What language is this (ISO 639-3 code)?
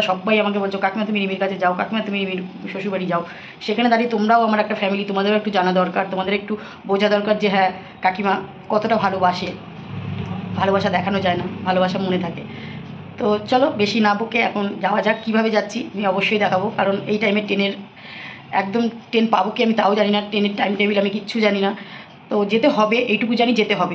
ben